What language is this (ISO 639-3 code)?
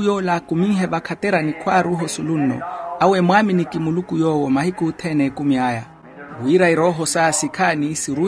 vmw